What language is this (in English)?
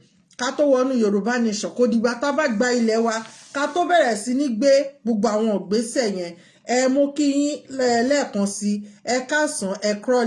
Yoruba